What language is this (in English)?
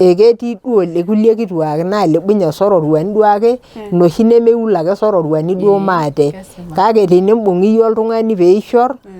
Masai